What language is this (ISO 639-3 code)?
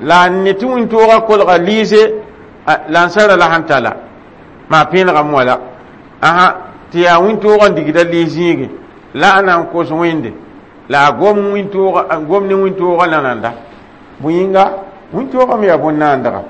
mos